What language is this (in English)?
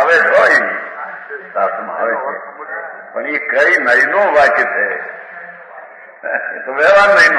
Gujarati